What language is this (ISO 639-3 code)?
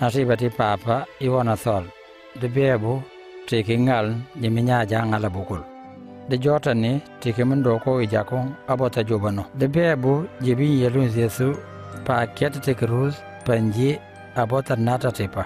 knf